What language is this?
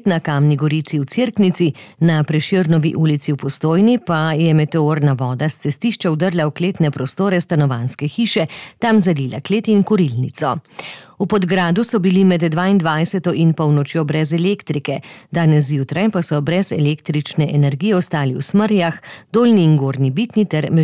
Slovenian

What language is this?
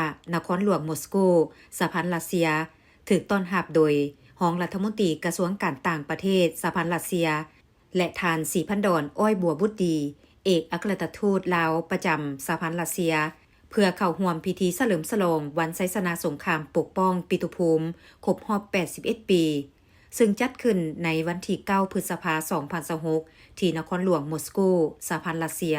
Lao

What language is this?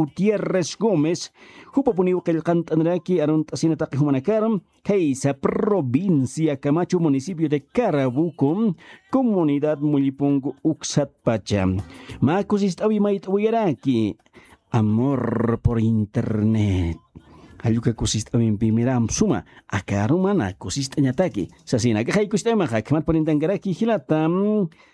Aymara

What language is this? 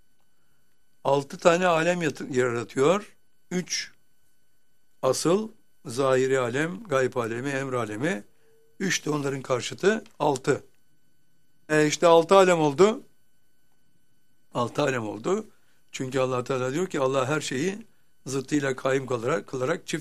Turkish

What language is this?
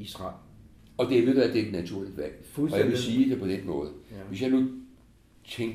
Danish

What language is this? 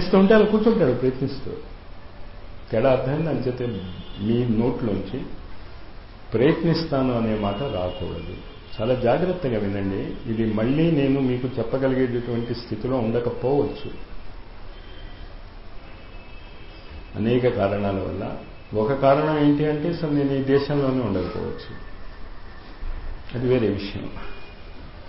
Telugu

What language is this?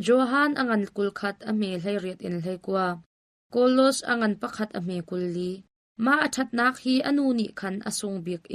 Hakha Chin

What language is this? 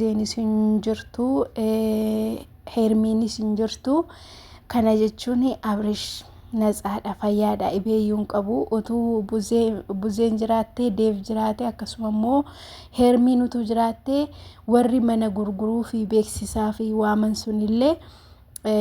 Oromo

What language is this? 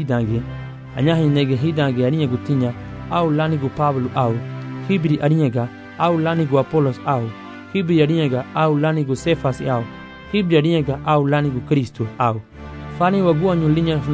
Garifuna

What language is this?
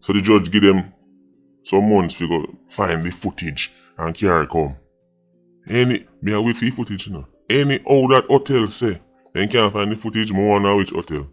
Jamaican Creole English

